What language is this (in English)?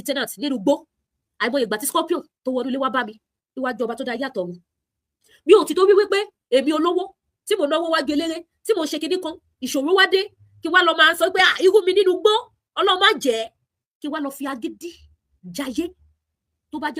Yoruba